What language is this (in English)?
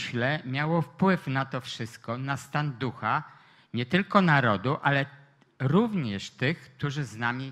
Polish